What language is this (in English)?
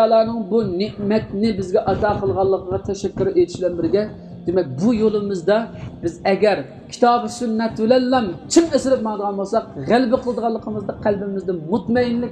Uyghur